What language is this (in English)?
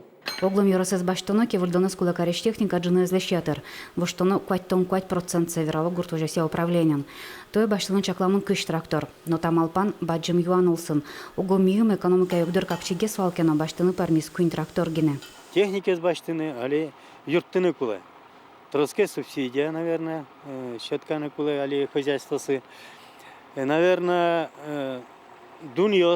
Udmurt